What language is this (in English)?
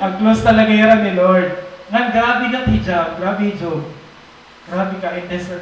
Waray